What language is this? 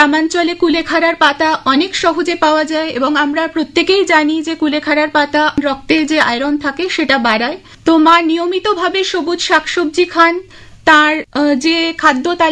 Bangla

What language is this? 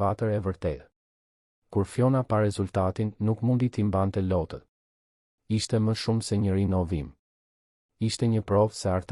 Albanian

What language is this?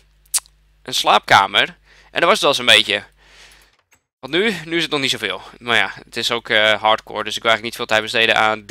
Dutch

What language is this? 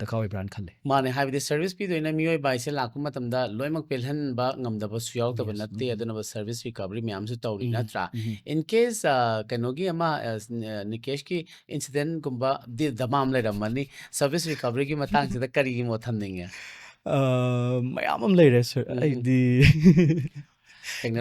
Manipuri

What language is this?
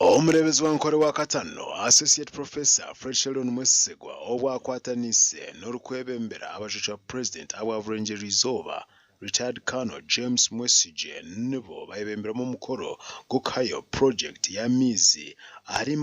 Nyankole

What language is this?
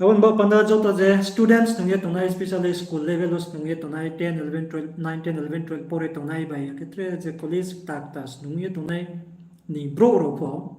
Riang (India)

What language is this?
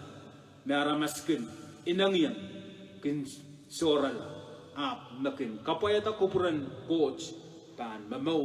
Pohnpeian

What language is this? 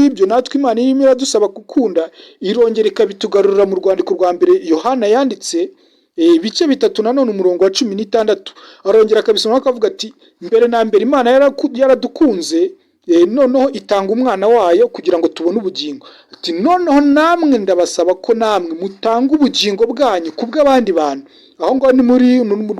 Kinyarwanda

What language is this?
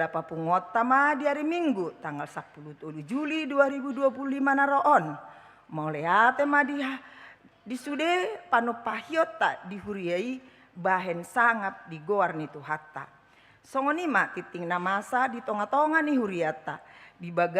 Batak Toba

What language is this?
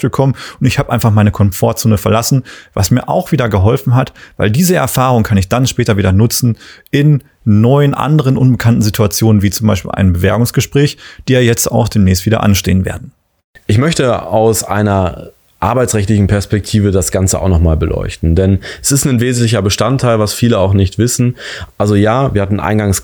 German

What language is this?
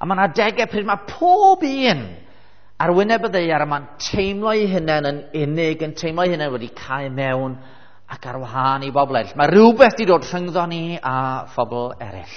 Welsh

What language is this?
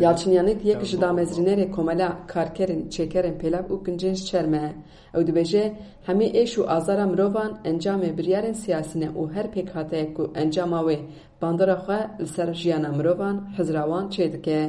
Kurdish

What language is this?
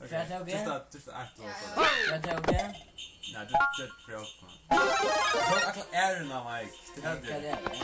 Faroese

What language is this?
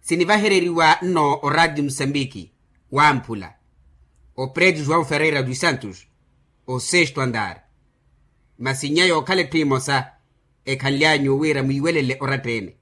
Makhuwa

